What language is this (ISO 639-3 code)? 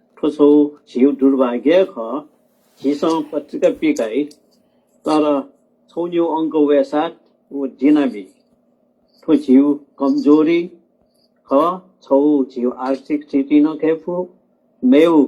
new